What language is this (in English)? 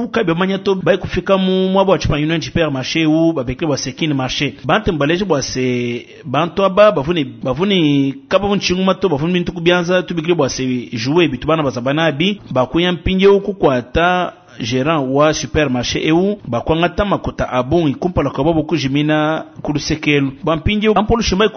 Luba-Lulua